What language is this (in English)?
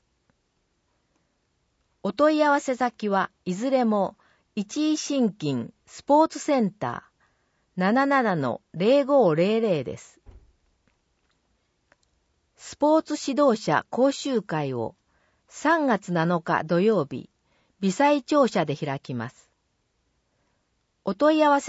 Japanese